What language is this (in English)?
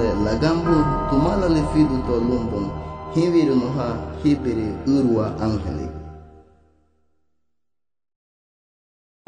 Garifuna